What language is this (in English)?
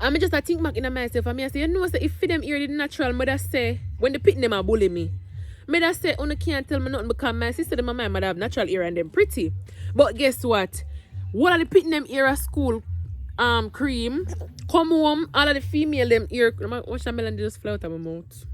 Jamaican Creole English